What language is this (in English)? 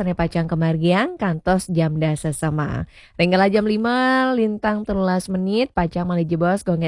Balinese